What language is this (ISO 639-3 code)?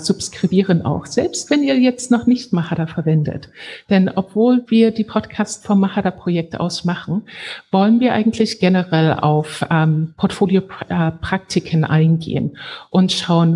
deu